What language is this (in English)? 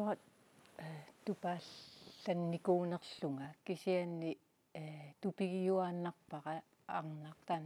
Kalaallisut